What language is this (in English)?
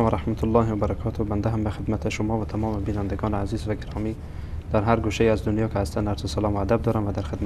Persian